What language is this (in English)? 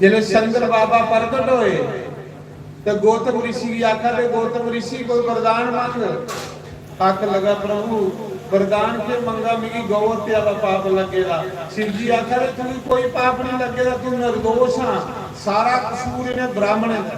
Dogri